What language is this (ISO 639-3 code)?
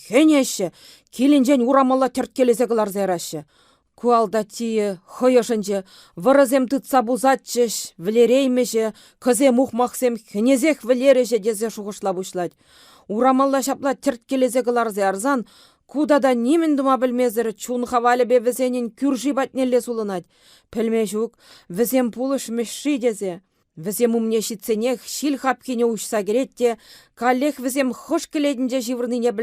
chv